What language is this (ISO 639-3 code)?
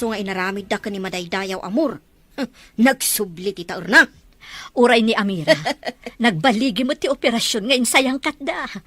ilo